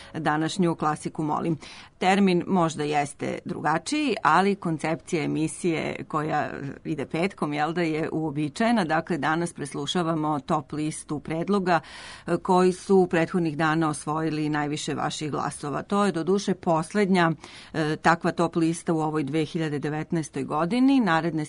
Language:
Serbian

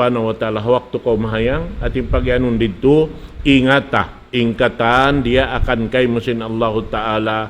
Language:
Tausug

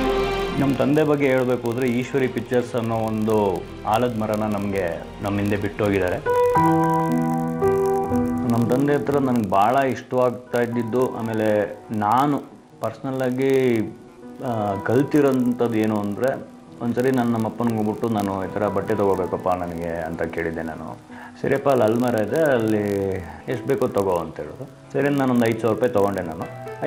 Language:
Kannada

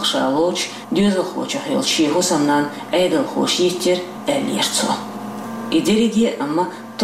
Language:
Chechen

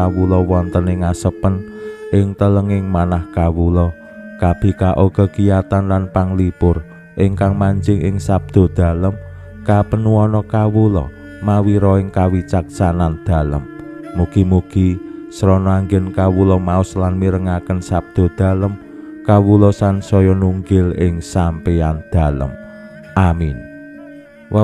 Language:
Javanese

